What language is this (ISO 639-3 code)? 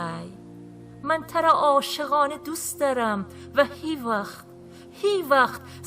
glk